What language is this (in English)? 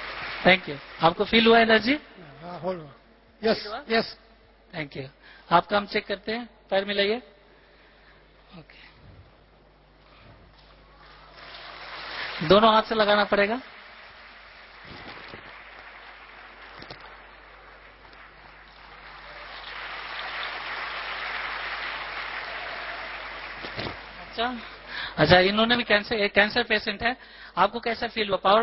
Hindi